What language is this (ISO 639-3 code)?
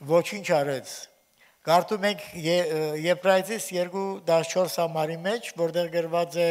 hye